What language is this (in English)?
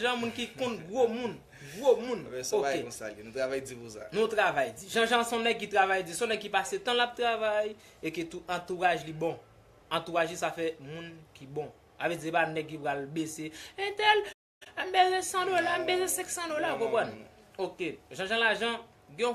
Haitian Creole